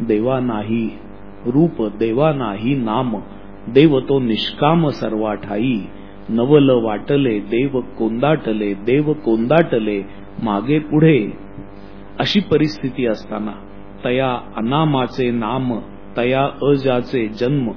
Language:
Marathi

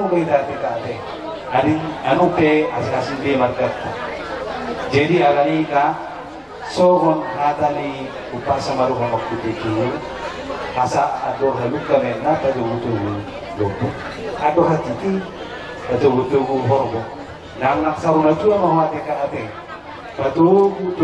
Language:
Batak Toba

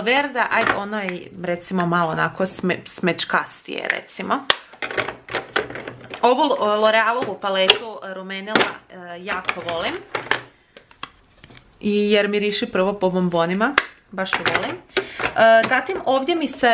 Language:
Croatian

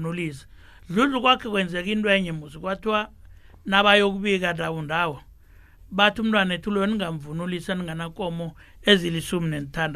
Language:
South Ndebele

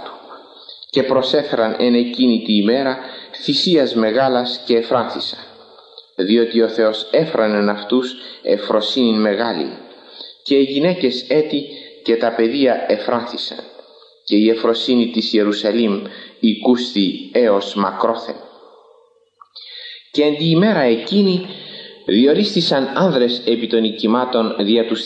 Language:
Greek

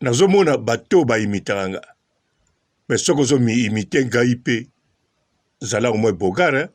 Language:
Lingala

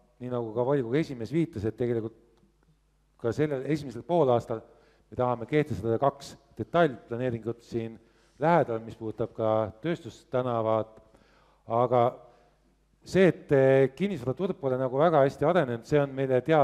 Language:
Estonian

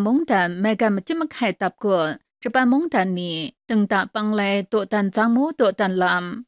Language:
Kachin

